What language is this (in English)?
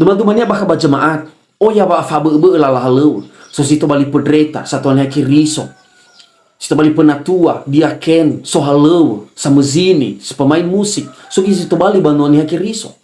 Nias